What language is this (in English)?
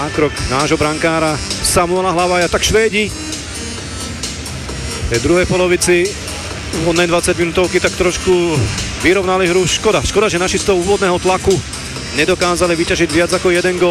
Slovak